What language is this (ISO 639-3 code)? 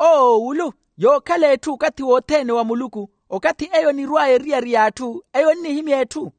vmw